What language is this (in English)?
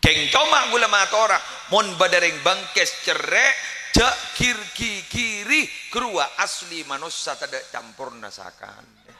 Madurese